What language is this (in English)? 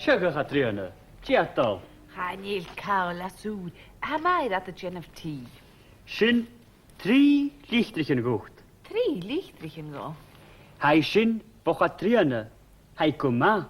Scottish Gaelic